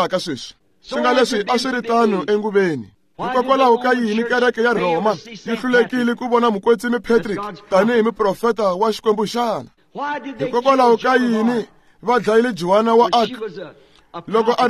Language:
Tsonga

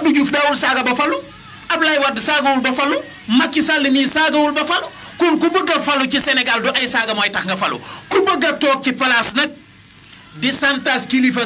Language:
Wolof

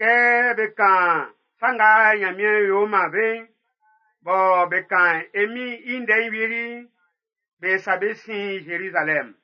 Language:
Baoulé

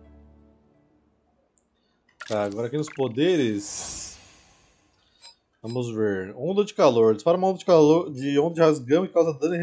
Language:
Portuguese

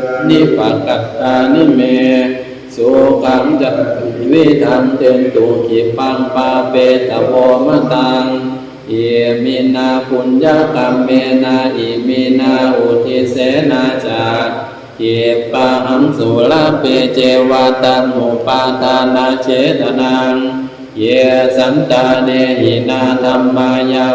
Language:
Pali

